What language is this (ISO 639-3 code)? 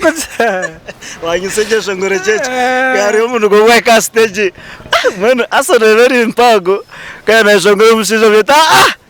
nyn